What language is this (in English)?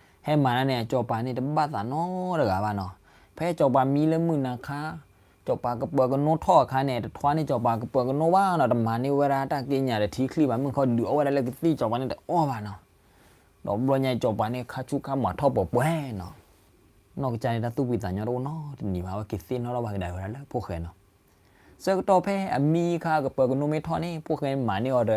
S'gaw Karen